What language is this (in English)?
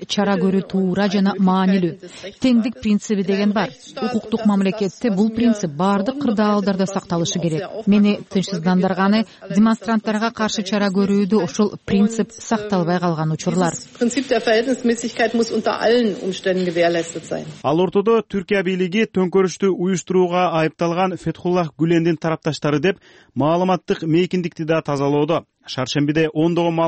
Kyrgyz